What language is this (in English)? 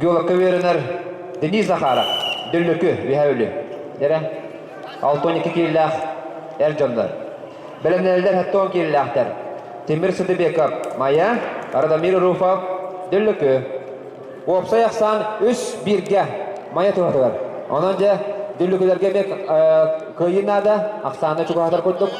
Yakut